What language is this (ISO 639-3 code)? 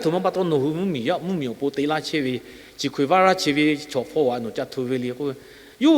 lhu